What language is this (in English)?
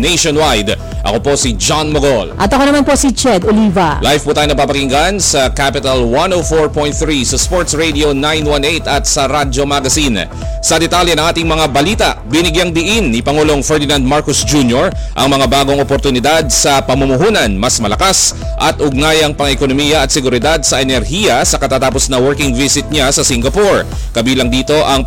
Filipino